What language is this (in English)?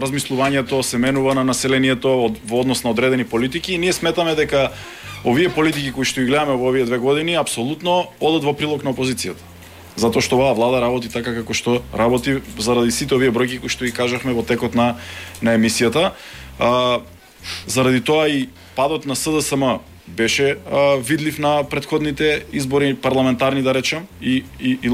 Macedonian